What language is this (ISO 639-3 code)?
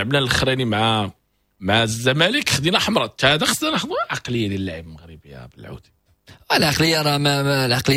ary